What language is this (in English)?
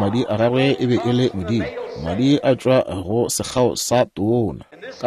Northern Sotho